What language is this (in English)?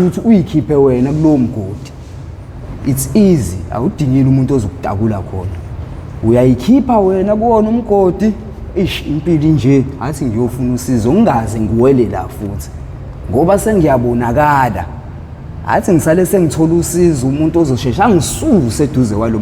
Zulu